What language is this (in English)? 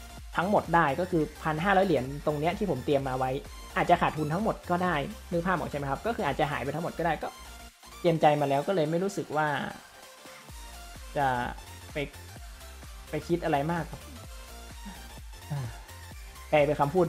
Thai